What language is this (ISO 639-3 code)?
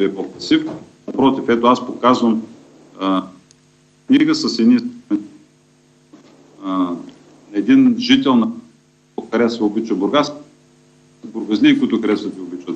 bul